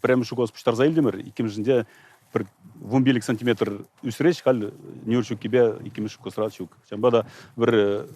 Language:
Chuvash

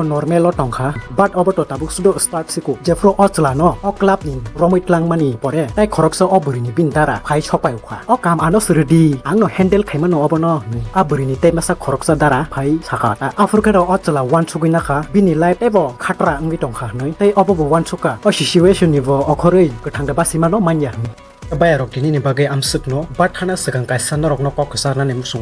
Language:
Kok Borok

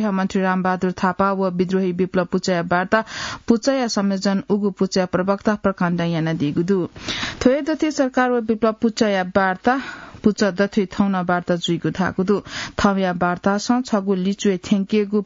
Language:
Newari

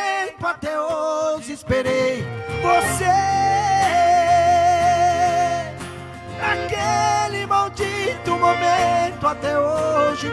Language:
Portuguese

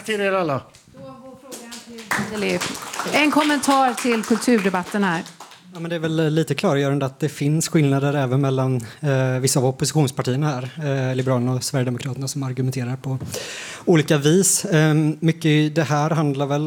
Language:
Swedish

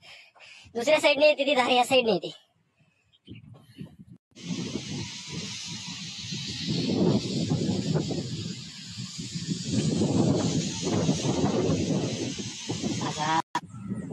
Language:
Marathi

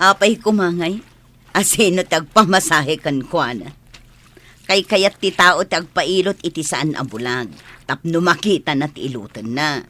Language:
Iloko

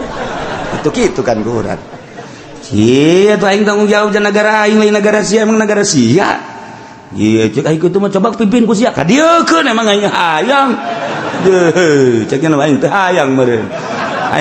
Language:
Sundanese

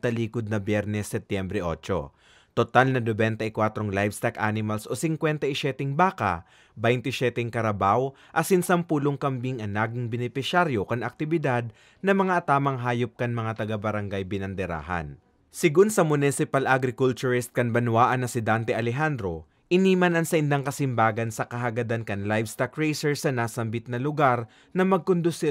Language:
Bikol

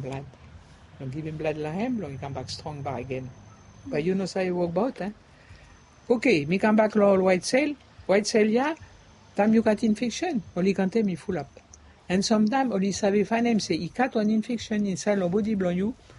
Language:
Bislama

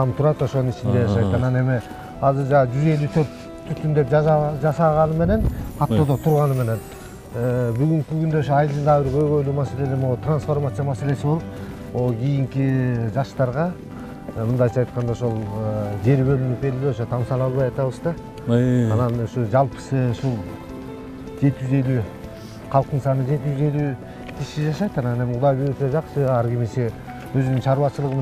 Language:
Kyrgyz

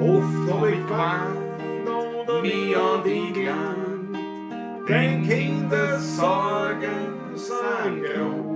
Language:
Bavarian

